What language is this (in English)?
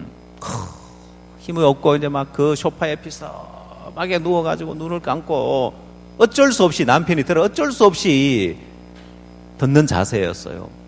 Korean